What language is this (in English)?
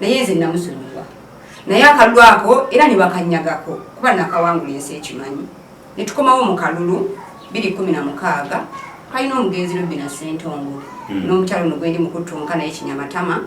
Ganda